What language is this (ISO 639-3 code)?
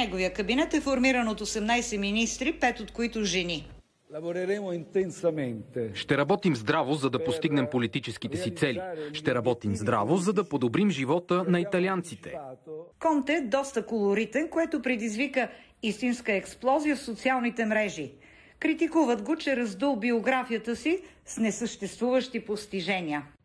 bul